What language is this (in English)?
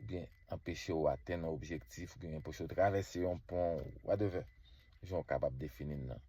Haitian Creole